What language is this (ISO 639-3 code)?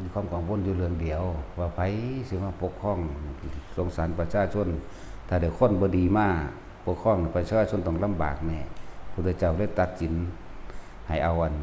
tts